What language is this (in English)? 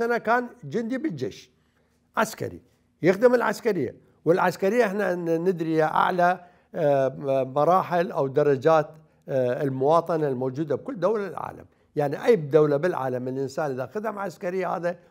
Mesopotamian Arabic